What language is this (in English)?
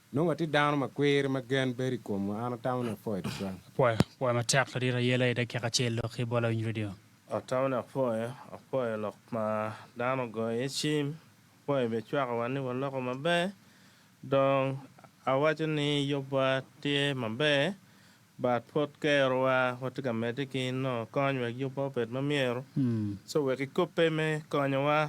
Acoli